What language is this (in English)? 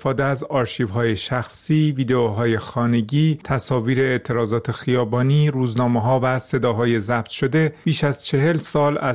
Persian